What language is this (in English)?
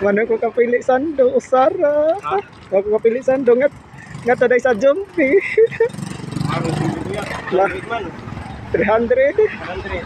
Cebuano